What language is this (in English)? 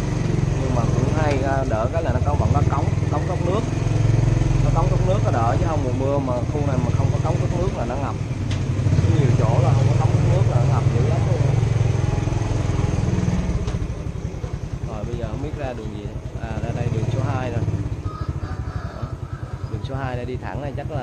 Vietnamese